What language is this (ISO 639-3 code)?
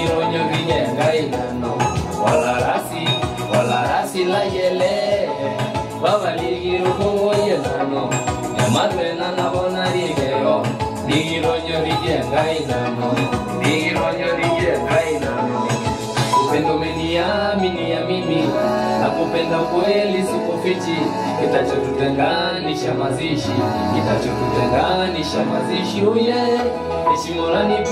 mas